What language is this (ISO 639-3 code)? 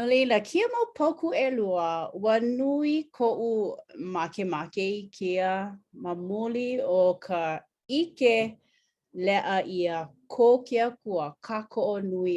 haw